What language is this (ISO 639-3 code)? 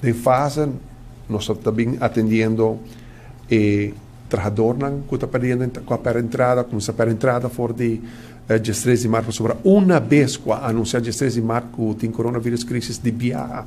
pap